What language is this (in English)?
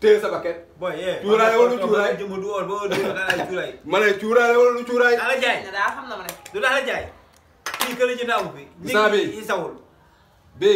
Wolof